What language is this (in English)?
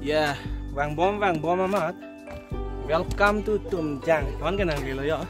Karbi